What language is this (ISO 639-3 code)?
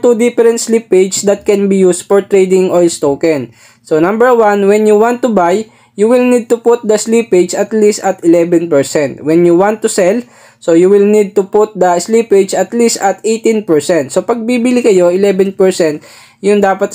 fil